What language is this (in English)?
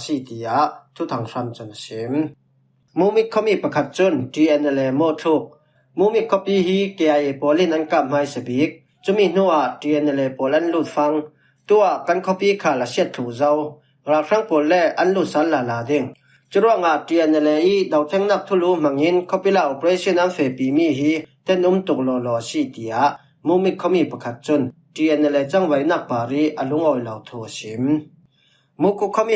Falam Chin